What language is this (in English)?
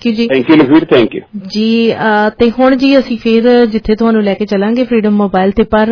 Punjabi